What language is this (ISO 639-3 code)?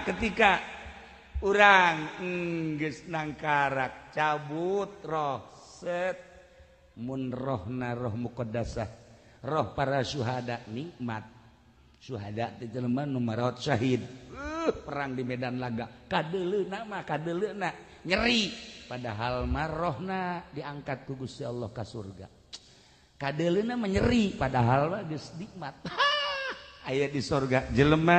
sun